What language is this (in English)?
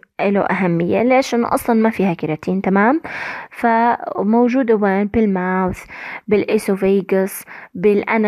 South Levantine Arabic